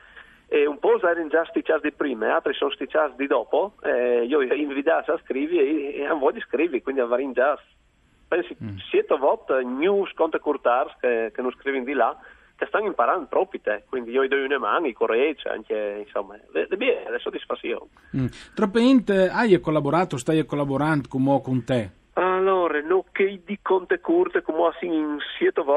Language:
Friulian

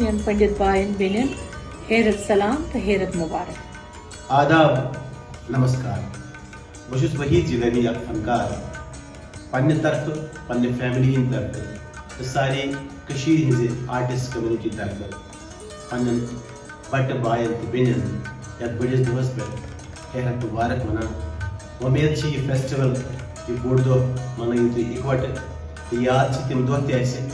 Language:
Kashmiri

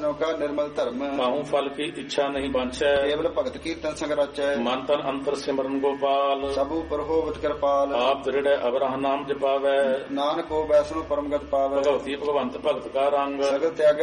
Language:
Punjabi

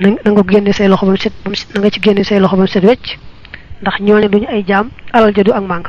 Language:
Wolof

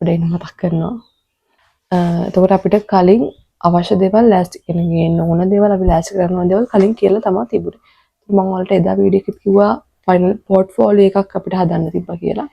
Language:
Sinhala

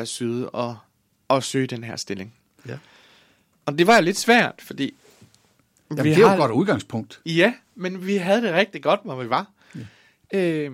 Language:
Danish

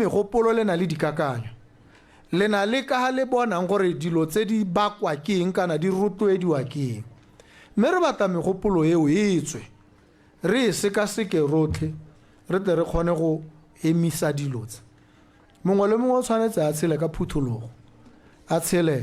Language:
Tswana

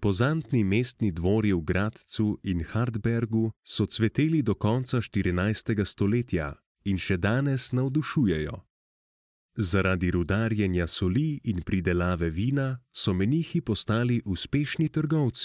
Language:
Slovenian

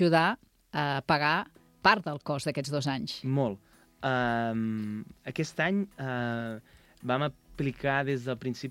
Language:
Catalan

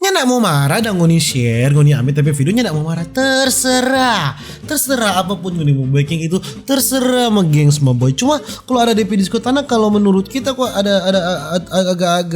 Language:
Manado Malay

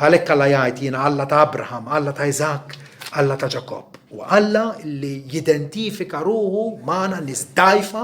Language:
Maltese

